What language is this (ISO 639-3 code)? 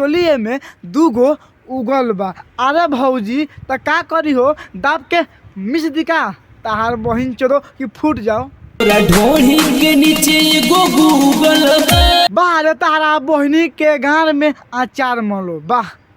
bho